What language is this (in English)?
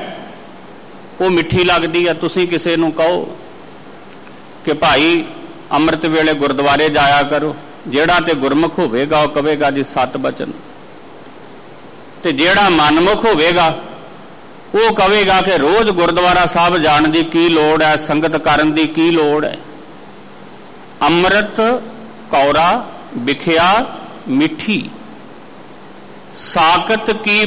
Punjabi